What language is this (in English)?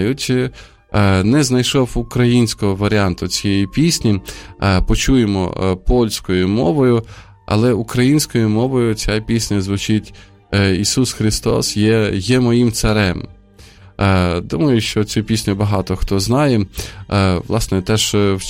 Ukrainian